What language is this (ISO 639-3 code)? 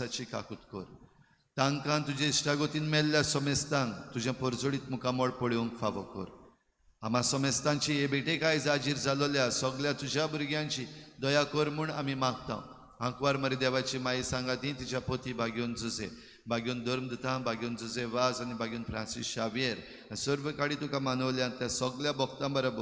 kok